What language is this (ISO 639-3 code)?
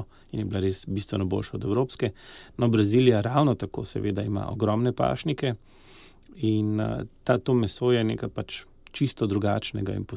slv